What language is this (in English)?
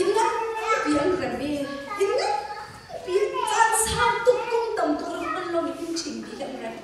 Hakha Chin